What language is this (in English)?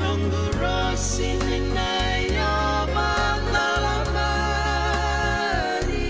Fijian